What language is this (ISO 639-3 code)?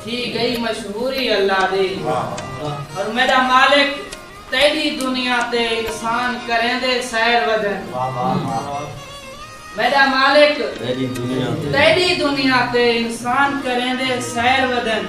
skr